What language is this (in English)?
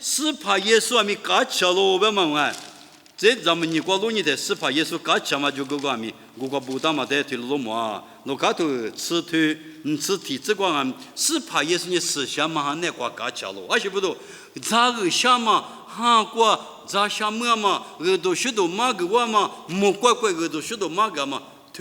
Lisu